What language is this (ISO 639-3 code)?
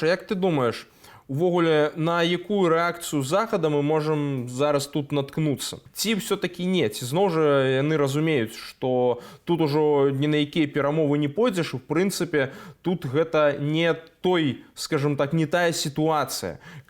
bel